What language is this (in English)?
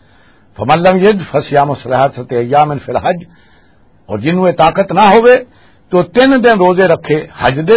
Western Panjabi